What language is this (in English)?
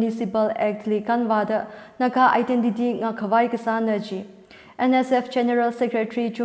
Tangkhul Naga (India)